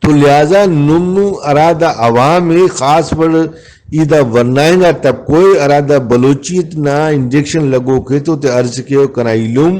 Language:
Brahui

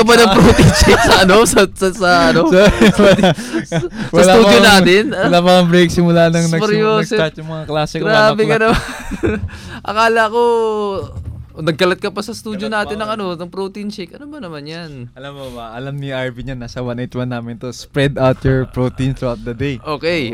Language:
Filipino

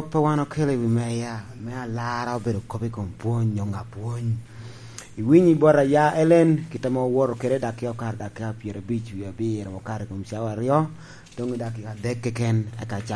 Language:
Lango (Uganda)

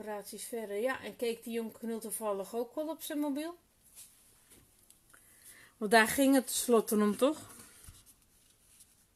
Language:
Dutch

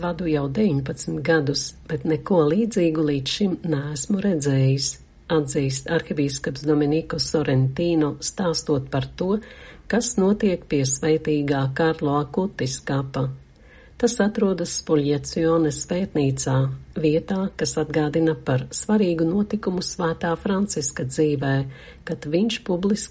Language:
Latvian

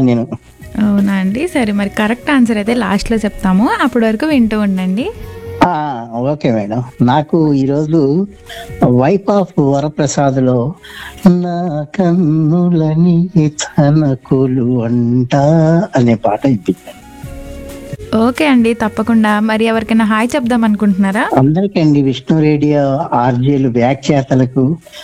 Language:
Telugu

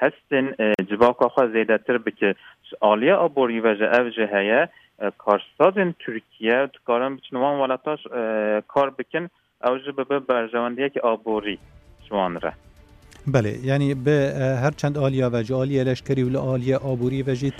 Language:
Kurdish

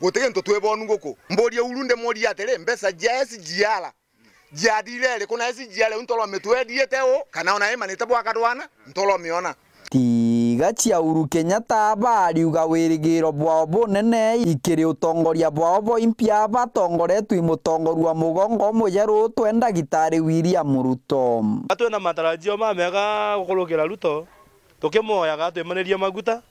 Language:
Meru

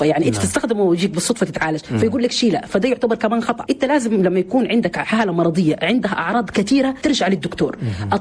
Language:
Chadian Arabic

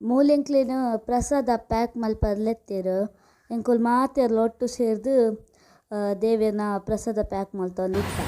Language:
Tulu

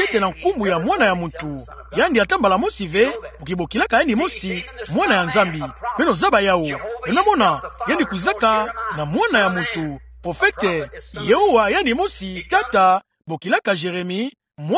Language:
Kituba (Democratic Republic of Congo)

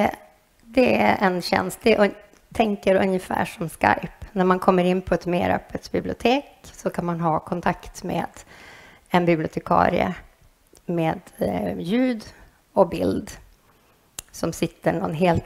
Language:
Swedish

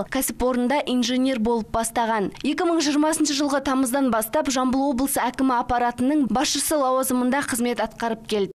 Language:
Kazakh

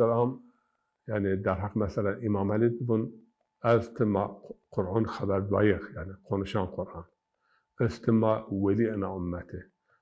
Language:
Zaza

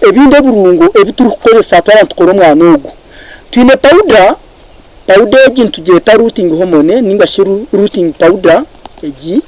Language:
Nyankole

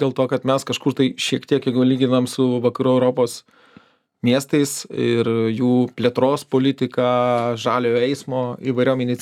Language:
Lithuanian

